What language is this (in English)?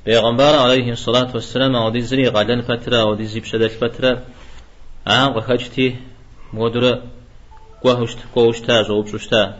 Kabardian